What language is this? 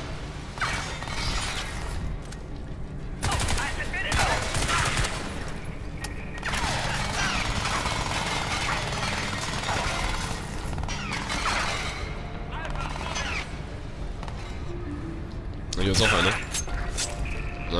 German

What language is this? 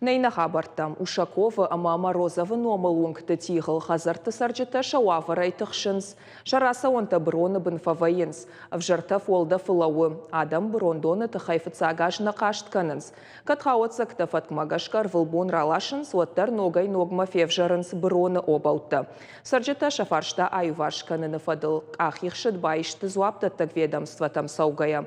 Ossetic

